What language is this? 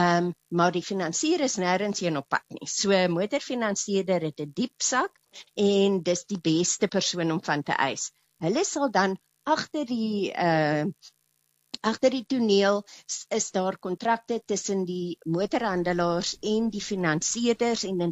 Afrikaans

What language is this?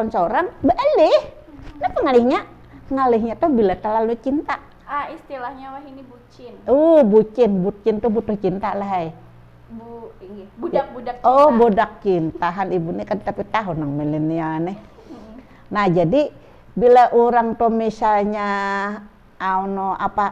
Banjar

